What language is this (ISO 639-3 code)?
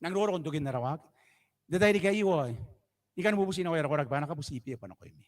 gil